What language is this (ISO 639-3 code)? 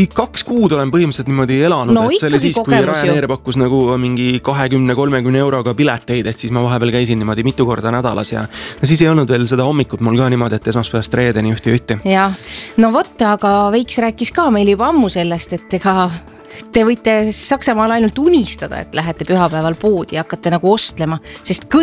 est